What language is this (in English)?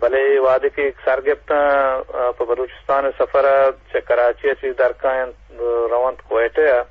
Eastern Balochi